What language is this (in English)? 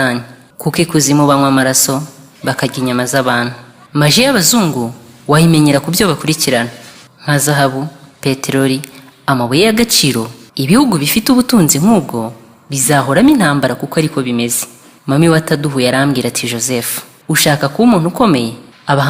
Kinyarwanda